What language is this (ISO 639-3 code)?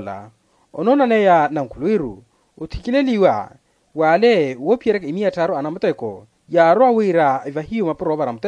vmw